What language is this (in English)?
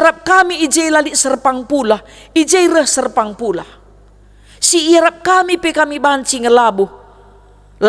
Batak Karo